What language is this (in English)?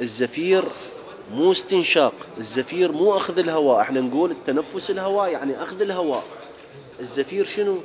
Mesopotamian Arabic